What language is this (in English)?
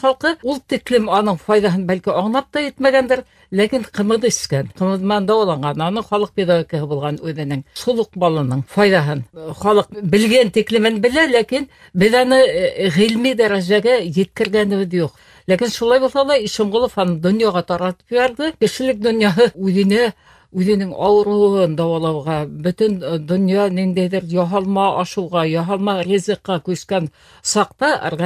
Bashkir